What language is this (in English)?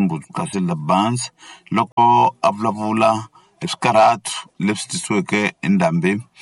Tsonga